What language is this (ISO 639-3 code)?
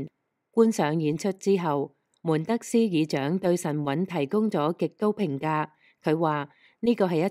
yue